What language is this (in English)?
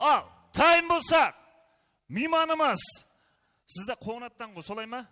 Kara-Kalpak